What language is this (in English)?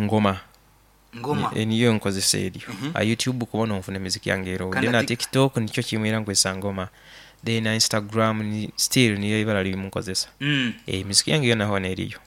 Nyankole